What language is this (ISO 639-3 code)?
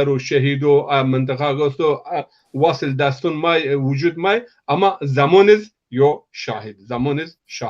zza